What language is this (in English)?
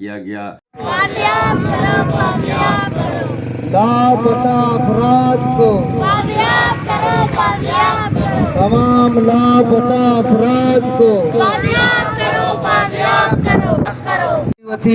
Baluchi